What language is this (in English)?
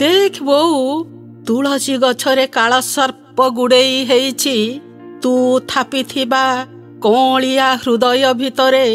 Odia